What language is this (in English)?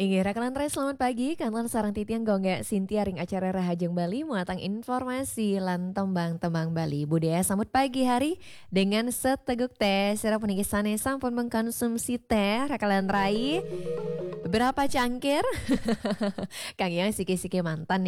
Balinese